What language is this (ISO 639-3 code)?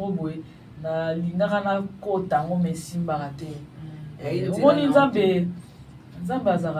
lin